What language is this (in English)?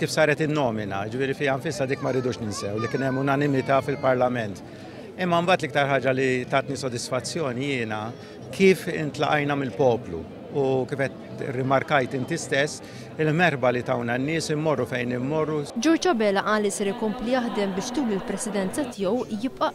Maltese